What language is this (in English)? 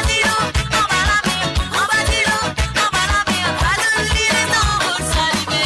Morisyen